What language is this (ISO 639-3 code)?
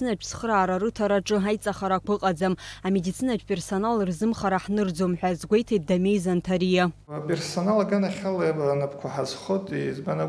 abk